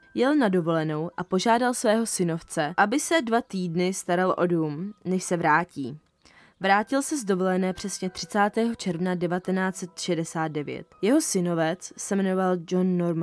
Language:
Czech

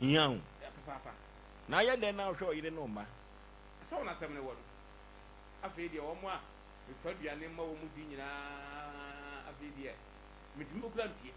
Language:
Akan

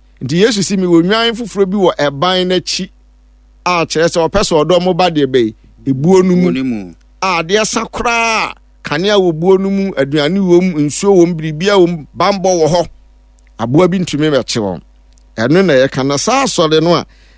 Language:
Akan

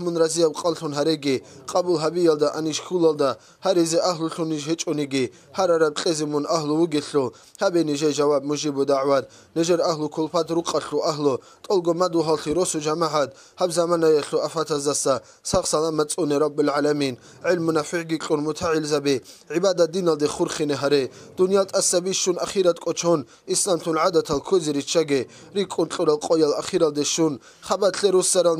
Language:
Avaric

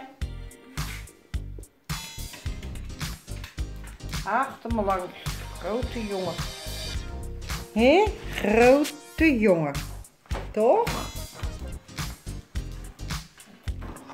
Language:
Dutch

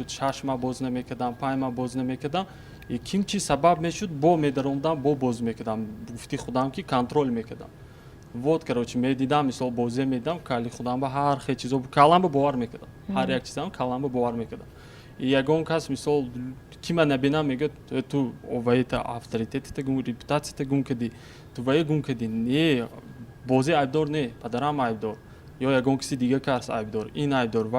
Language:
Tajik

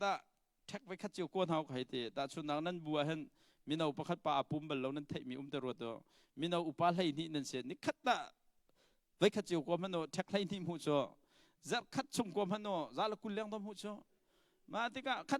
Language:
Hakha Chin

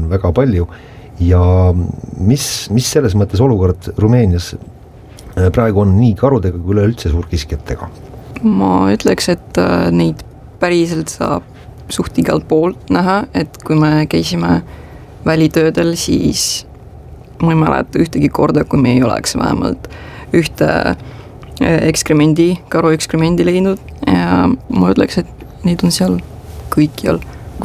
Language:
Estonian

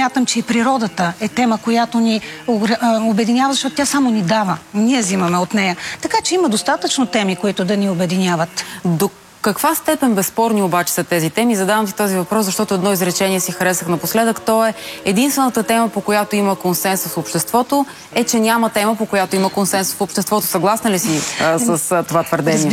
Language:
Bulgarian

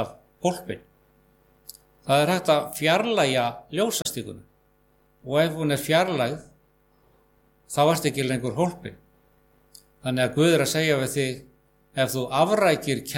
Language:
Icelandic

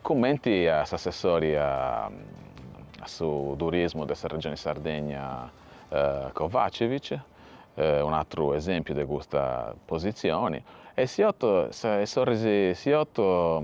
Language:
Sardinian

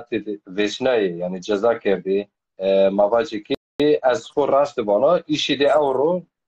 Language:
Zaza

